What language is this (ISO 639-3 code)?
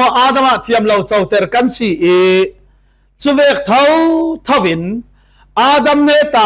cfm